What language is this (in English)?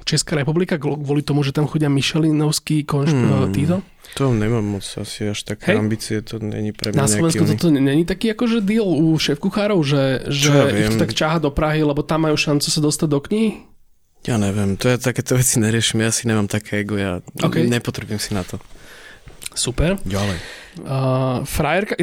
Slovak